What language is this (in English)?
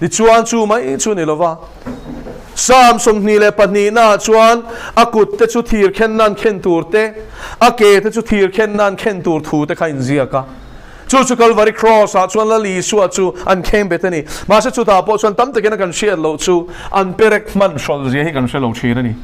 Mizo